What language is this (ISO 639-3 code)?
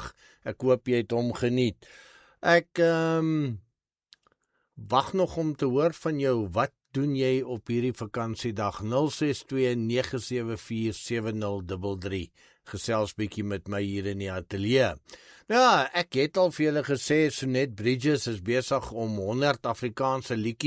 afr